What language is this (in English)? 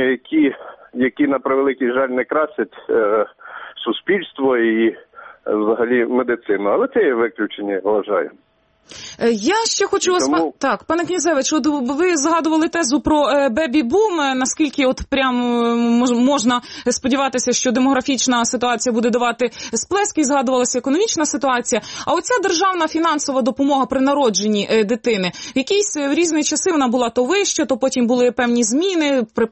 Ukrainian